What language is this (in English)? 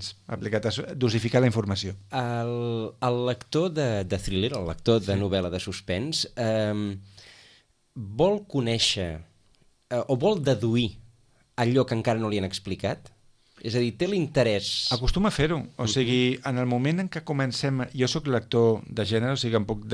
Catalan